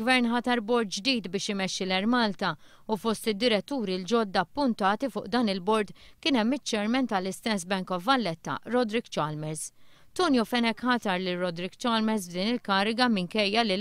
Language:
Maltese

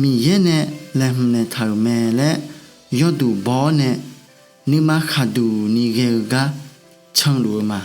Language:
Akha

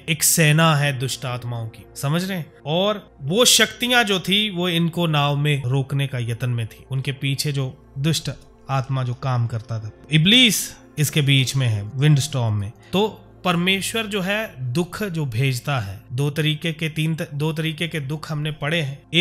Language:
Hindi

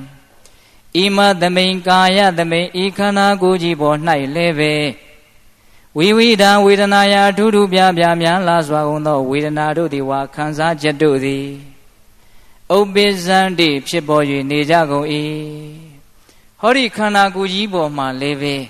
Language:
Burmese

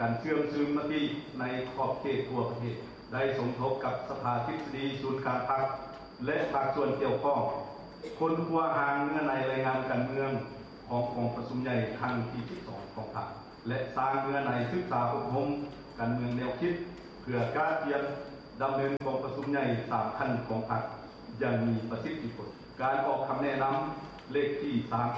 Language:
Lao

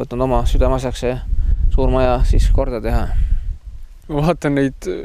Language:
Estonian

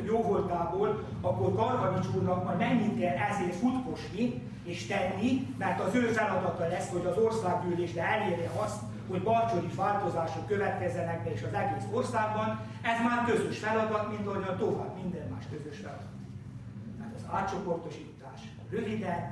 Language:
Hungarian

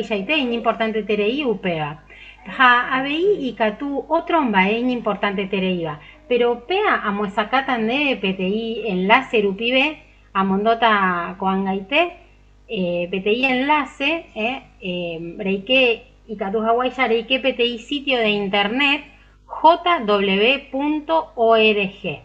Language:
Guarani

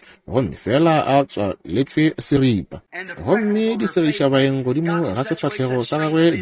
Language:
Northern Sotho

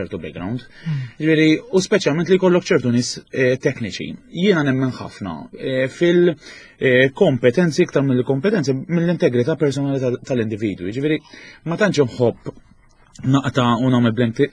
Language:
Maltese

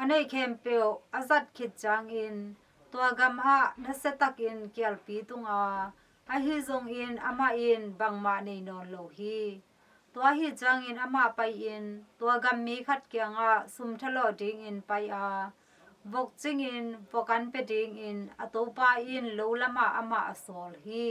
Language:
Tedim Chin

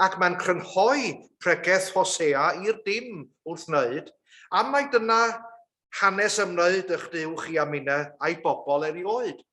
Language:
Welsh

